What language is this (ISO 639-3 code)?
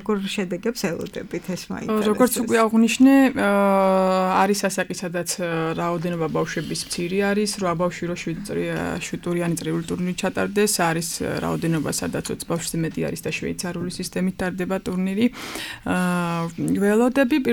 kat